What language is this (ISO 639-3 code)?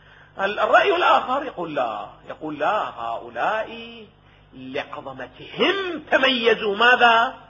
ara